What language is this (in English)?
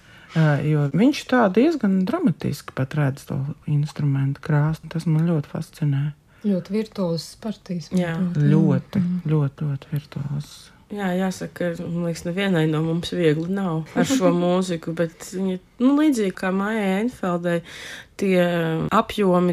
Latvian